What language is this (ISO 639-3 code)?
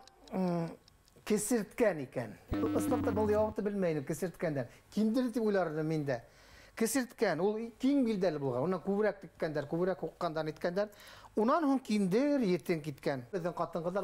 bak